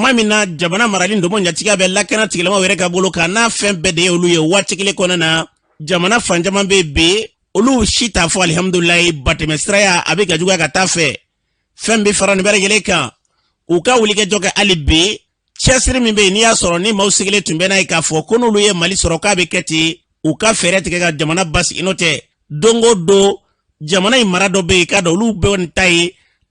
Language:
Bambara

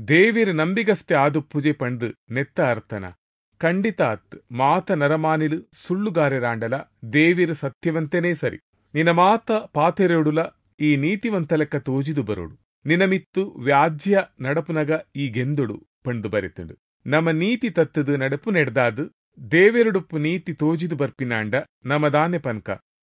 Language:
Tulu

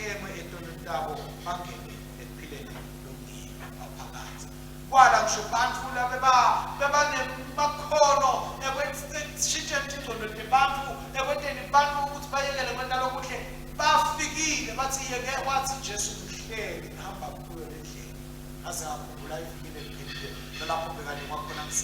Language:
Swati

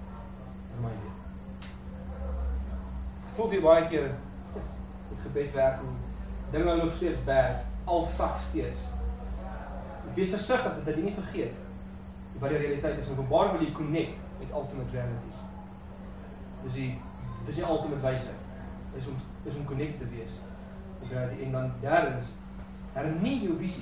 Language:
Afrikaans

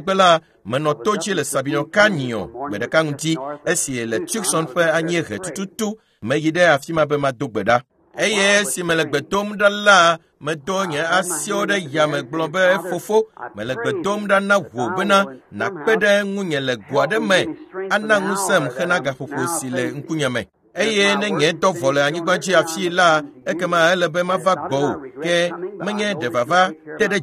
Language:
Ewe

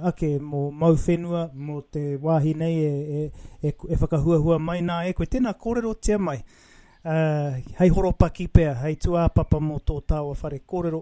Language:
Māori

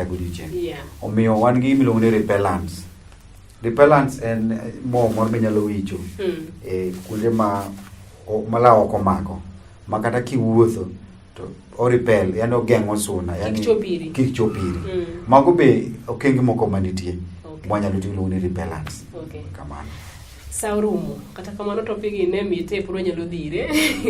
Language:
Luo (Kenya and Tanzania)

